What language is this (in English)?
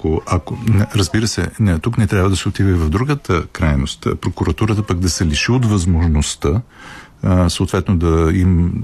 Bulgarian